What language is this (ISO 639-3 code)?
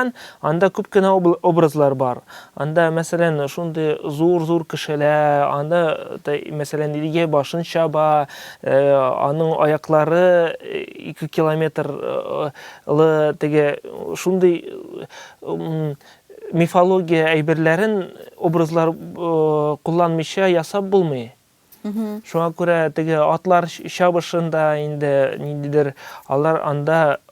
tat